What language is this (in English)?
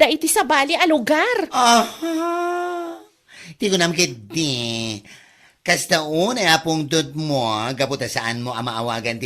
Iloko